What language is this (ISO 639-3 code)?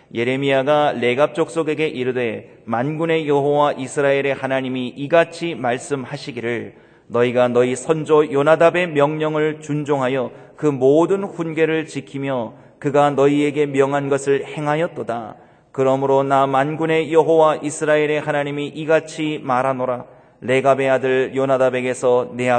kor